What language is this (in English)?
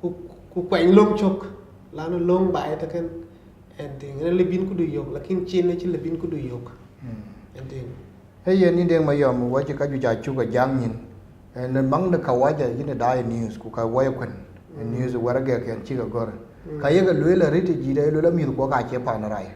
Dinka